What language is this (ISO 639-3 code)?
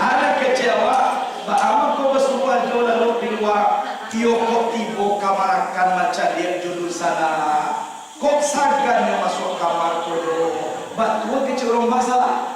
min